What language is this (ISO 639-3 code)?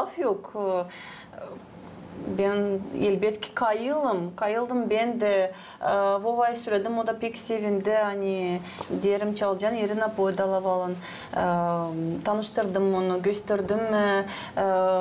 gag